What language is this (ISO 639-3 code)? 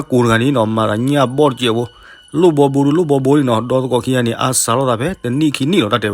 ksw